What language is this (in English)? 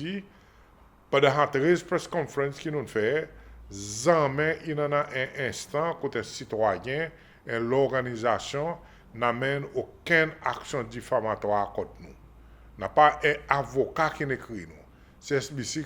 Seselwa Creole French